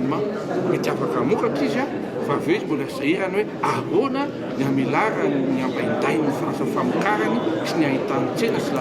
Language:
Malagasy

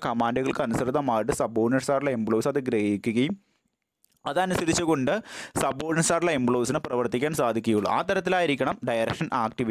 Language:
Malayalam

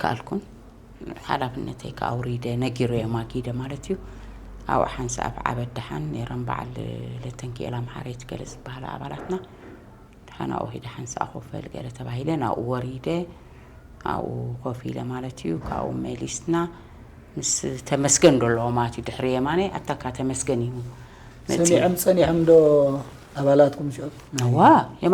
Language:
Tigrinya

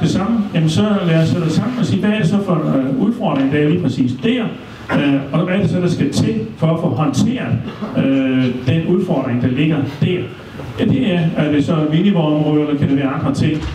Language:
Danish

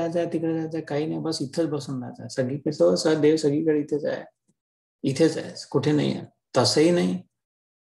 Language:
Marathi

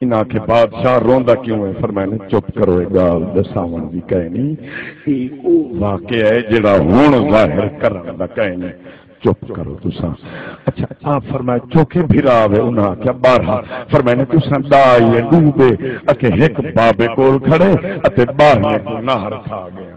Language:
Saraiki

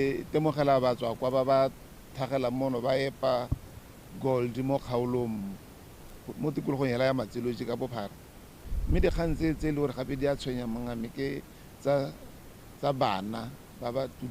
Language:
Tswana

